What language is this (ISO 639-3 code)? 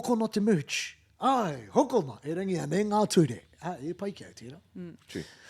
mri